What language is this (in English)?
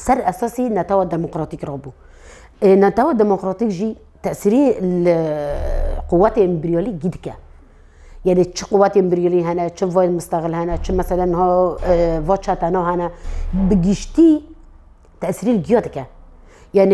Kurdish